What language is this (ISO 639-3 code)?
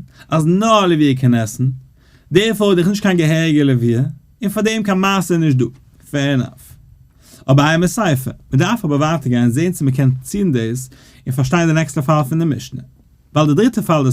yid